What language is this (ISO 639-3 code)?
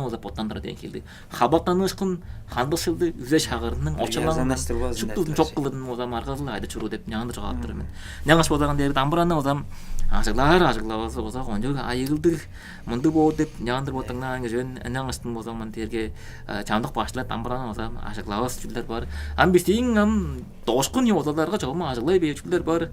tyv